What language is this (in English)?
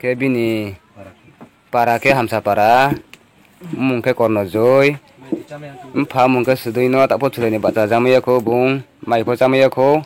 Riang (India)